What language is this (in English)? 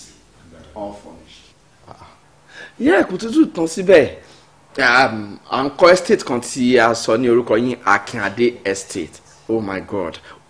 Yoruba